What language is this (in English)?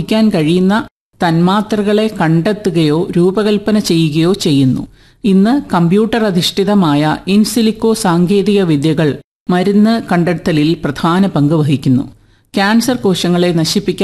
Malayalam